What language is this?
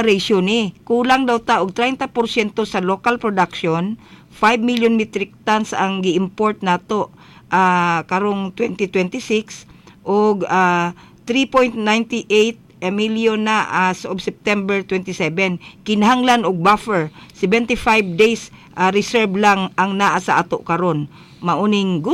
Cebuano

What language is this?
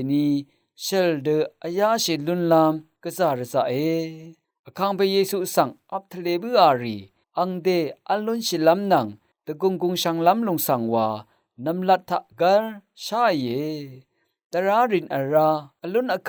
Rawang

